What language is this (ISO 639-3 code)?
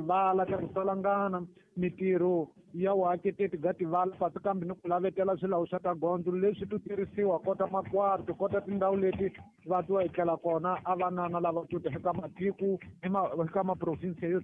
tso